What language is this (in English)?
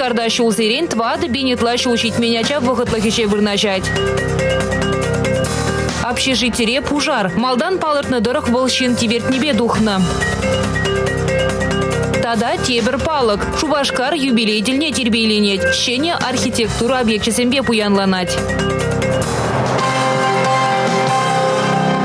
Chuvash